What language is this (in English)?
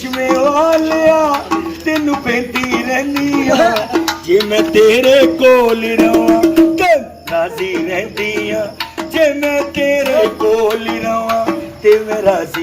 Pahari-Potwari